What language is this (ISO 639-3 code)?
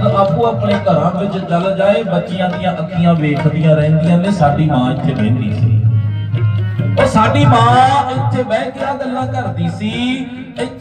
pan